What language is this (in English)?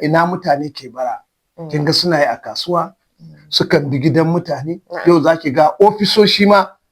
Hausa